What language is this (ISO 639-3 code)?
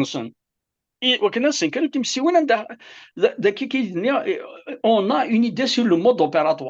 kab